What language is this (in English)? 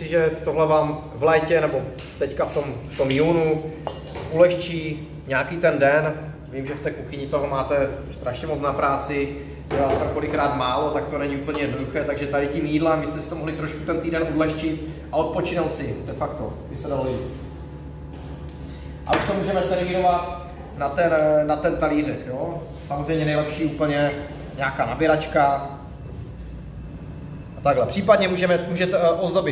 Czech